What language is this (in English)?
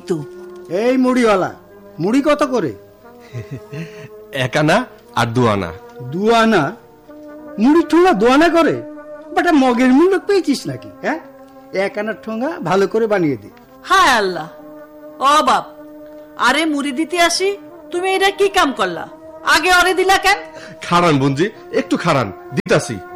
Bangla